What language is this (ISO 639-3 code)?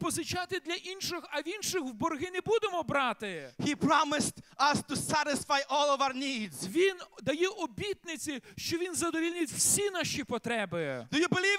ukr